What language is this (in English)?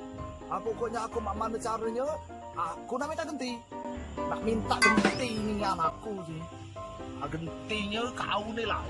Musi